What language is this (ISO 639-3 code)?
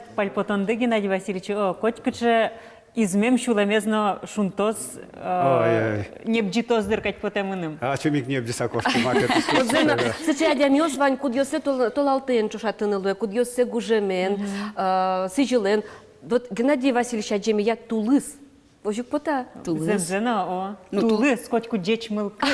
udm